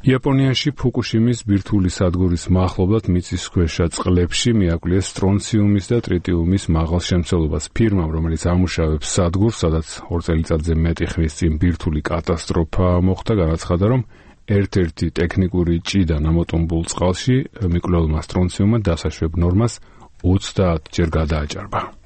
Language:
Georgian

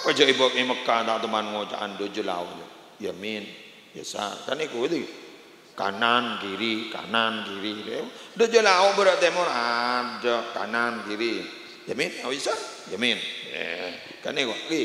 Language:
Madurese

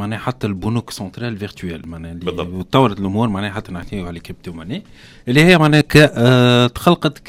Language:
Tunisian Arabic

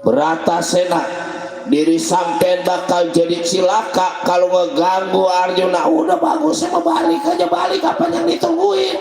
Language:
Betawi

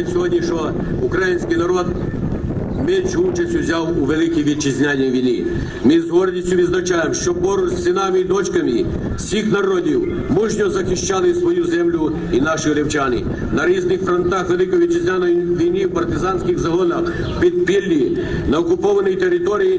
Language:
Ukrainian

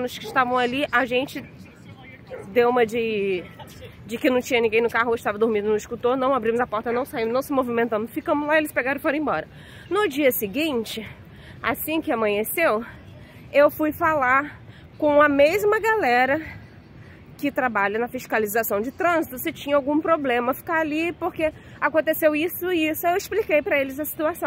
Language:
Portuguese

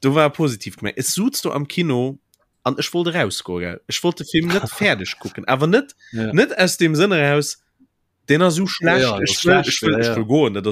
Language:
Luxembourgish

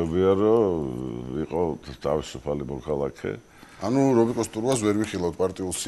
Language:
Georgian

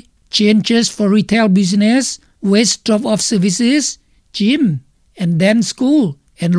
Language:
Lao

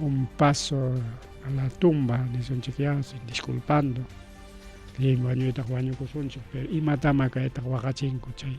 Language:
Ayacucho Quechua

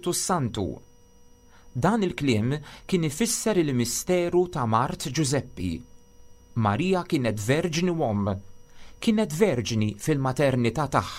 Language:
Maltese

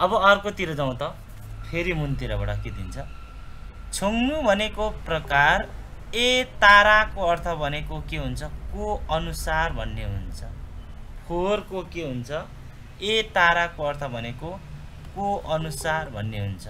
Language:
Nepali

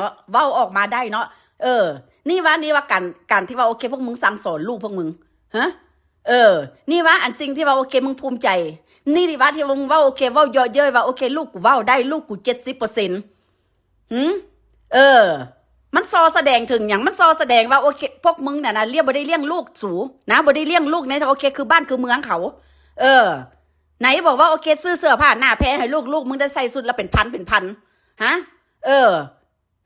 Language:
Northeastern Thai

